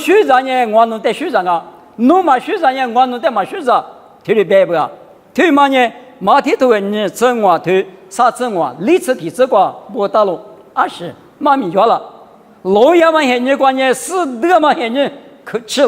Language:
Lisu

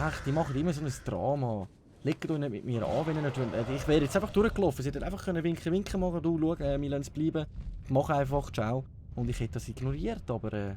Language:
Swiss German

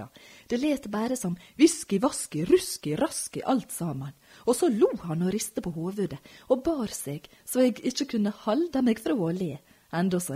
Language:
Norwegian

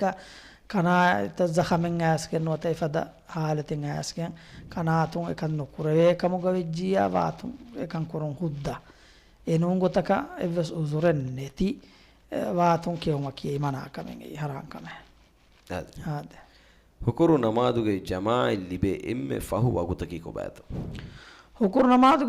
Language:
Divehi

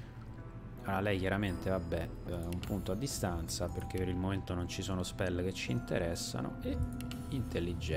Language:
Italian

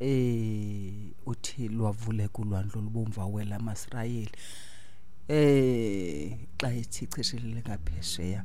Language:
Xhosa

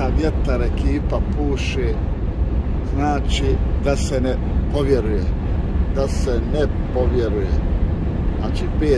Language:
Croatian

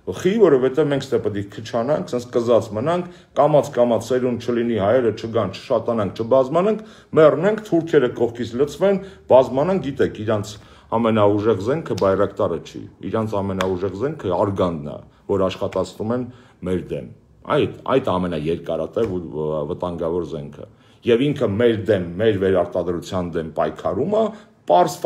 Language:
Armenian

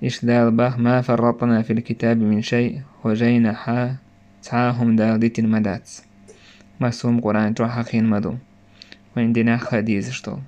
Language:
Chechen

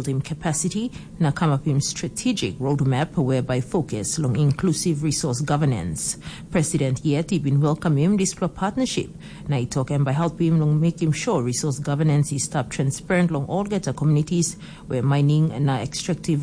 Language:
Tok Pisin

